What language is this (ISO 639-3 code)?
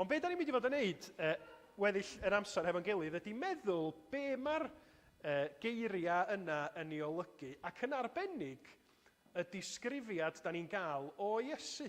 cym